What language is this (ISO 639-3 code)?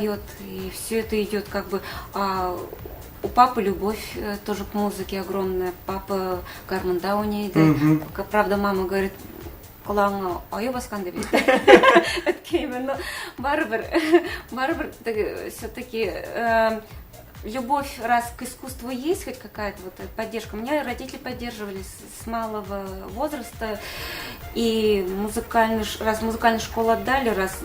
tat